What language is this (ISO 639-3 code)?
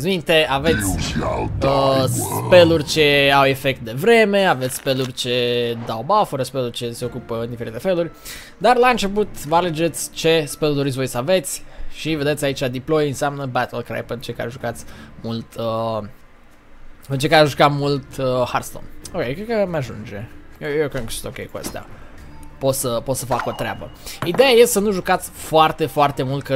ron